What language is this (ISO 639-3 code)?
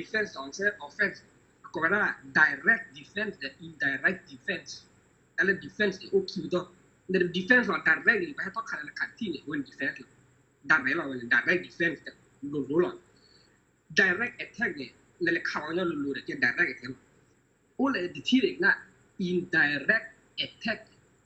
ksw